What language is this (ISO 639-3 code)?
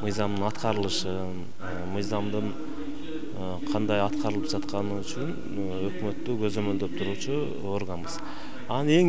kir